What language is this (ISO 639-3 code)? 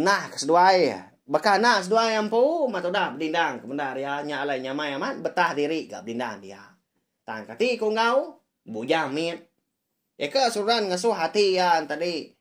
iba